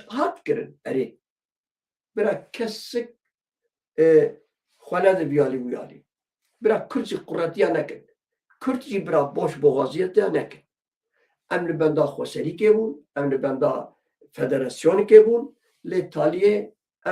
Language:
Kurdish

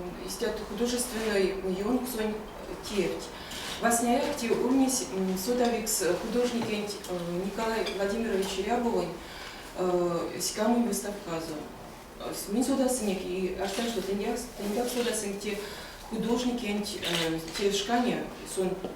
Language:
Erzya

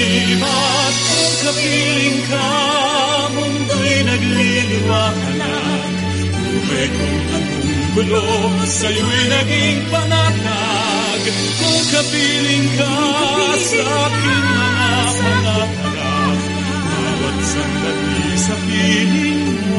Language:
Filipino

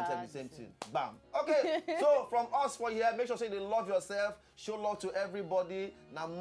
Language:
Nigerian Pidgin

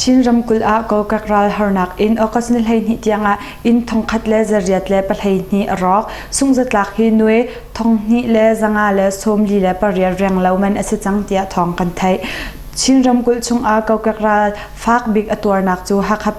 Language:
Hakha Chin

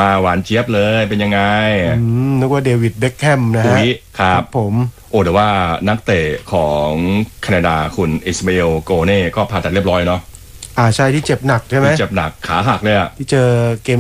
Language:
Thai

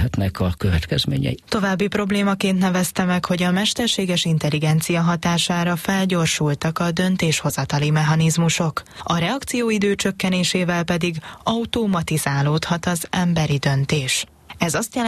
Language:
Hungarian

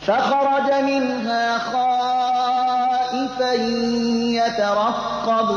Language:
Persian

